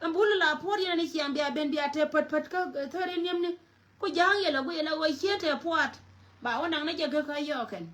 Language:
Nuer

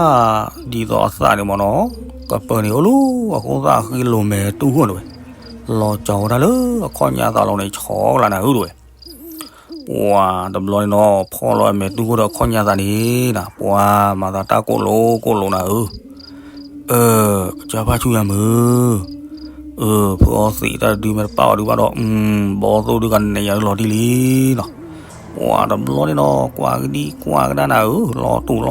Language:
S'gaw Karen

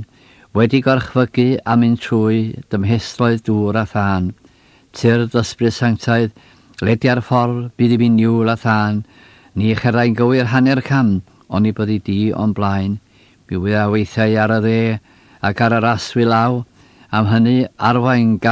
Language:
Welsh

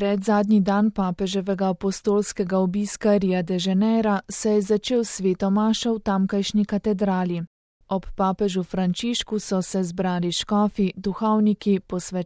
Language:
Slovenian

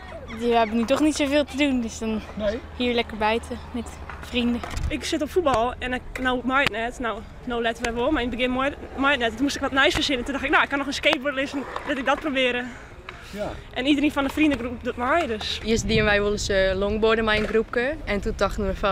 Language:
Western Frisian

